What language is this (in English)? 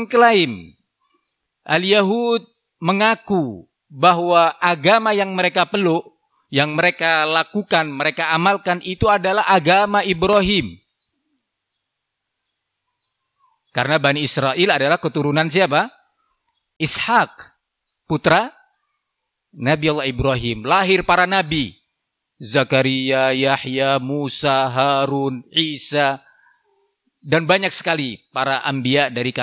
Indonesian